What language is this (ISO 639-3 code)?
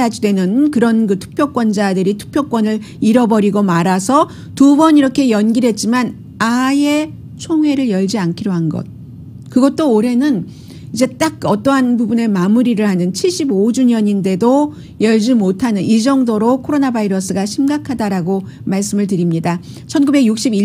kor